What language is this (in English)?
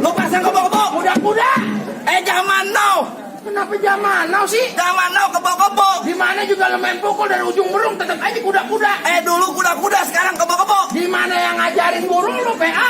Betawi